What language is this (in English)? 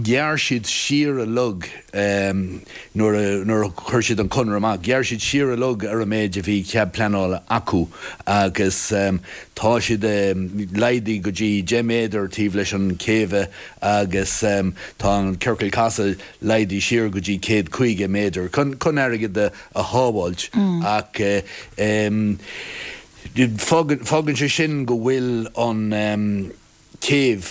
Irish